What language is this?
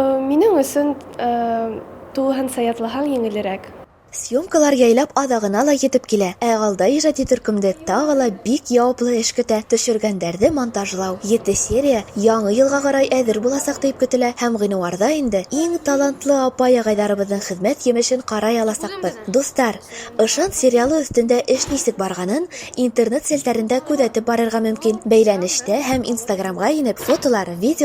Bashkir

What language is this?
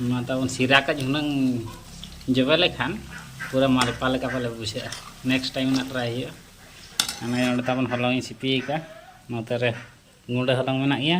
Santali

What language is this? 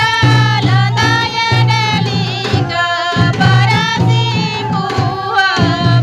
Santali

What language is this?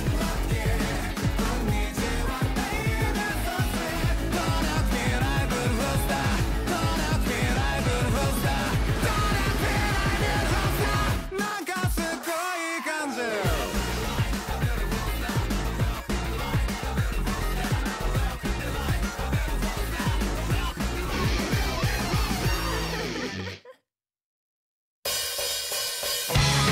Japanese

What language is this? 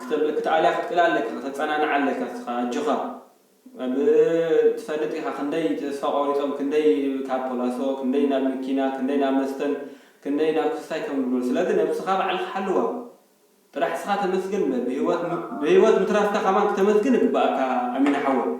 Tigrinya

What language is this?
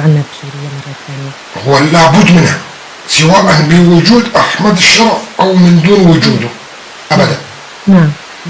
North Levantine Arabic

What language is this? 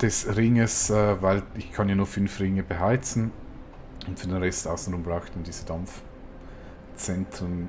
Swiss German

